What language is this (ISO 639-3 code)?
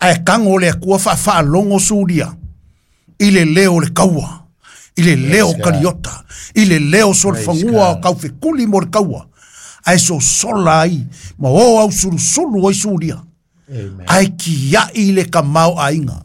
smo